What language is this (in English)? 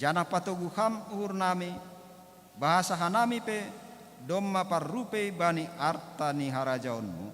Batak Simalungun